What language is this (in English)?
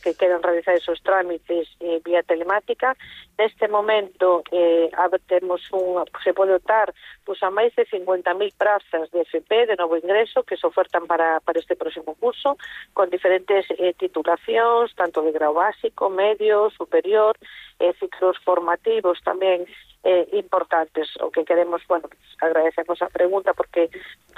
Galician